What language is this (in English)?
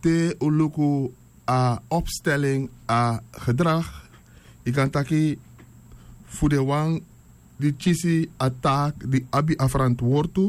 Sranan Tongo